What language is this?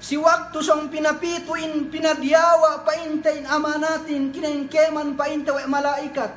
Yakan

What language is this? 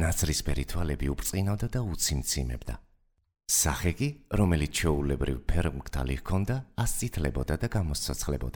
Georgian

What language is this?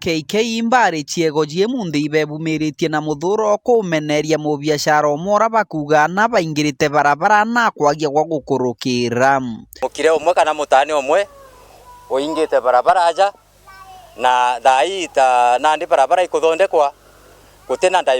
Meru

